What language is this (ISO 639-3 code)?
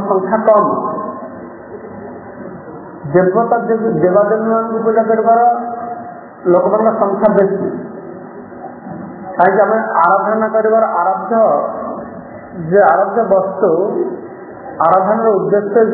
ori